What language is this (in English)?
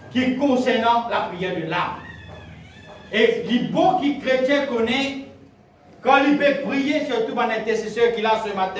French